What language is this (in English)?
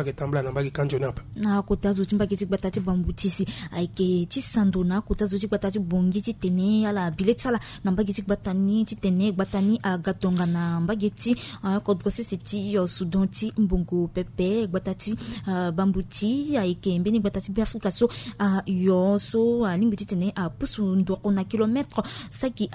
Sango